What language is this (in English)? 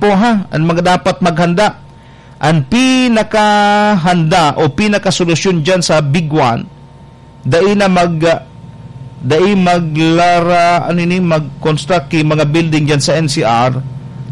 Bikol